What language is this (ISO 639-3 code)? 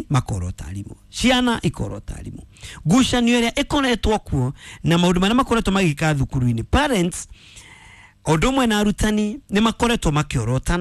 kik